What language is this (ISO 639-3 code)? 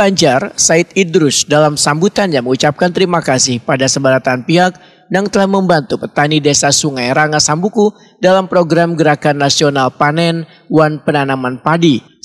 bjn